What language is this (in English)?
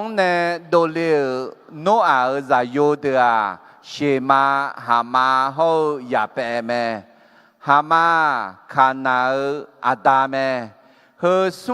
Akha